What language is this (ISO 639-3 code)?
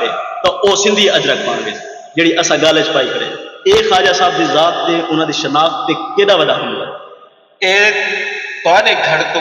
skr